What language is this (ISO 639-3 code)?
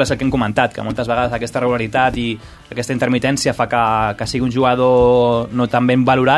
cat